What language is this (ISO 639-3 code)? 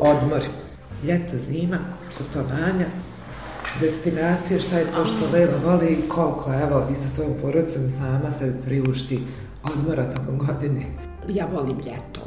bos